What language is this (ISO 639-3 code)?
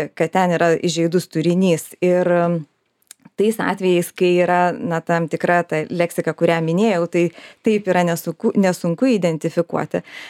lit